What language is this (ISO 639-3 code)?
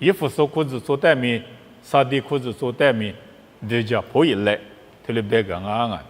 lis